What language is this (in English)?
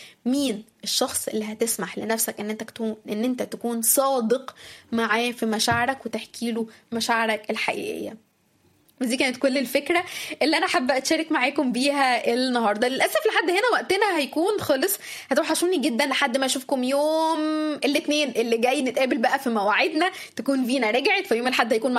Egyptian Arabic